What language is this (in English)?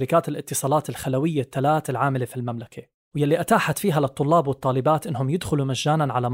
North Levantine Arabic